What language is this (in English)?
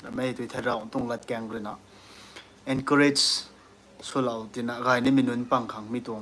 Rongmei Naga